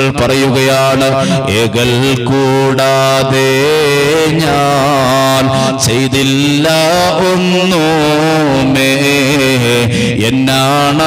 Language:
Malayalam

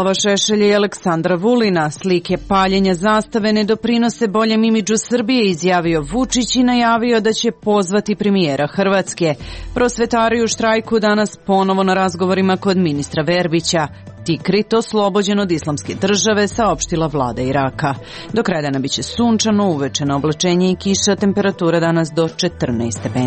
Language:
Serbian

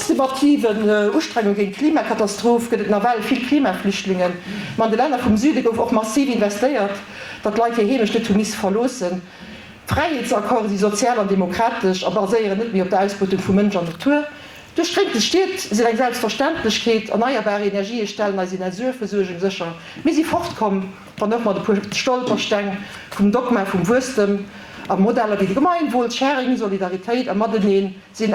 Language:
Luxembourgish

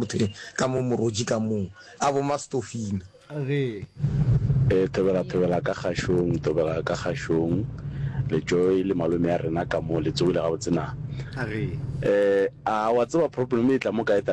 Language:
Northern Sotho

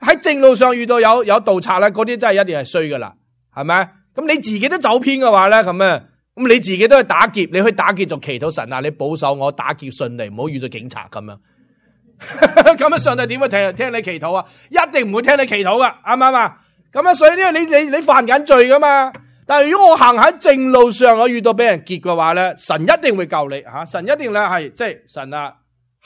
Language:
Cantonese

